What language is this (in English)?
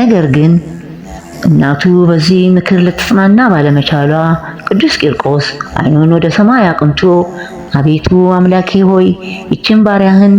Amharic